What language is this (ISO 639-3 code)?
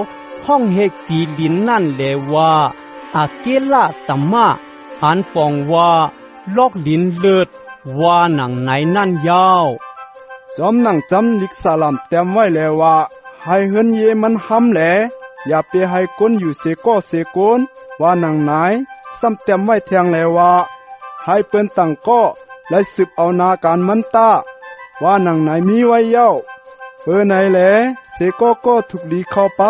shn